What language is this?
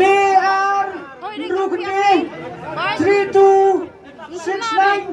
Khasi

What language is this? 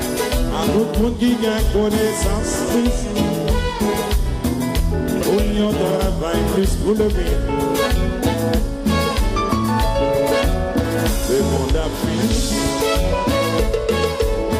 Haitian Creole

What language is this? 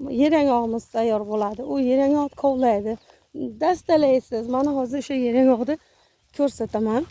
Uzbek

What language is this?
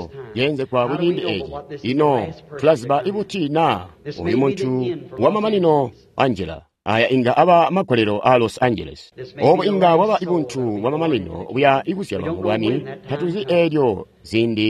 Tonga (Zambia)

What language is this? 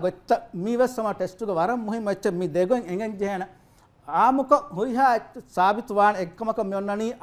Divehi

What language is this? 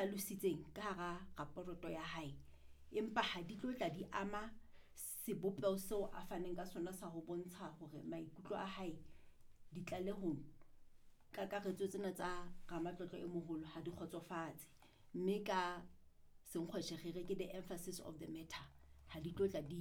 Southern Sotho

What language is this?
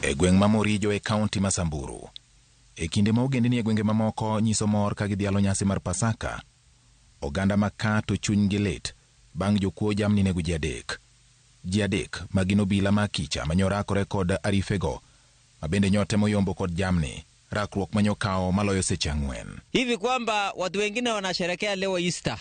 Luo (Kenya and Tanzania)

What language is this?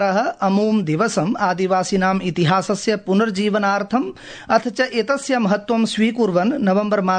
Sanskrit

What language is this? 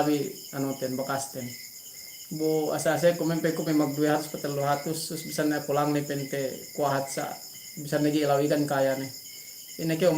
Yakan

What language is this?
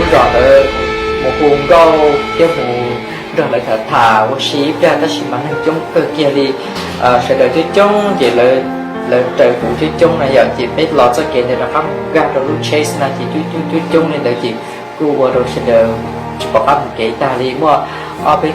Hmong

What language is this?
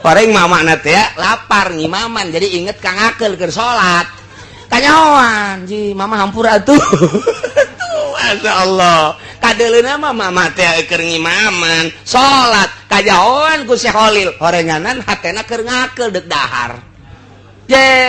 Sundanese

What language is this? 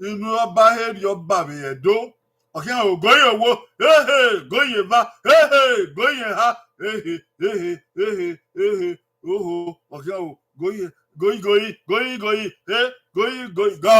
Bini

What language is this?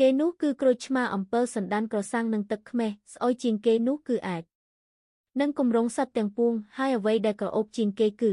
Khmer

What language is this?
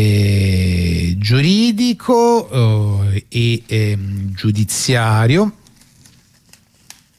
Italian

